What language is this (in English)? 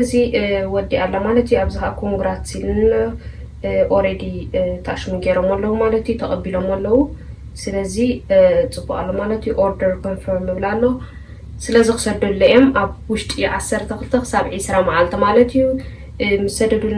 Tigrinya